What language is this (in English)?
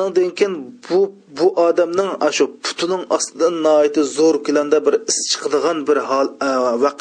Uyghur